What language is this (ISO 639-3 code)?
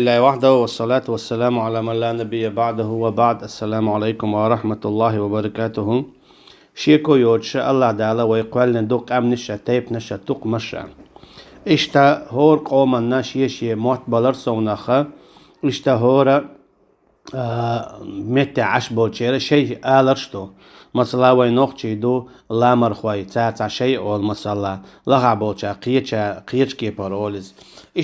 che